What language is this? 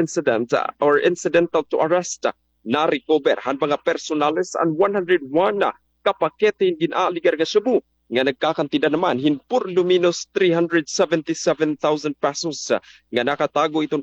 Waray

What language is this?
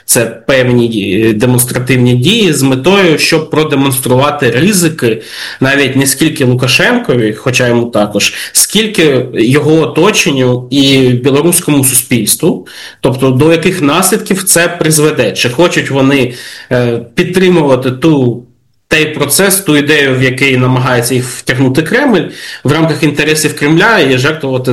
Ukrainian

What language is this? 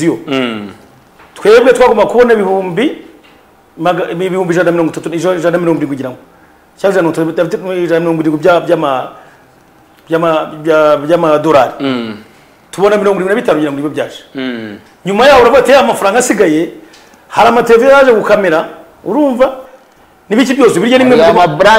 Kinyarwanda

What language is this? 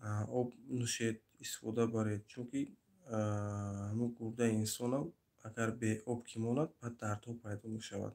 Tajik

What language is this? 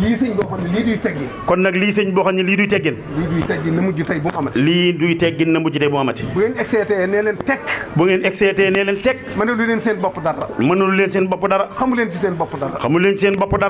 Wolof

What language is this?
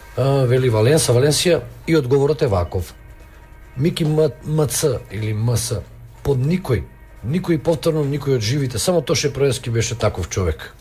Macedonian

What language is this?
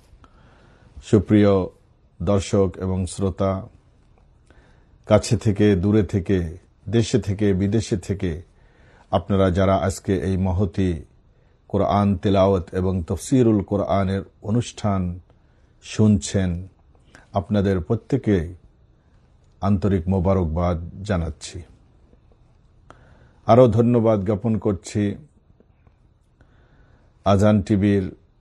Bangla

